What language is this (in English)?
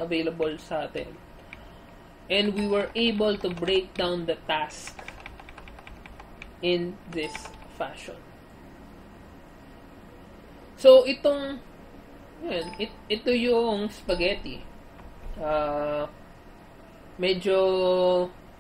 Filipino